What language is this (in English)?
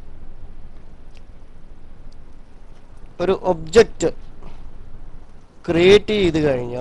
Malayalam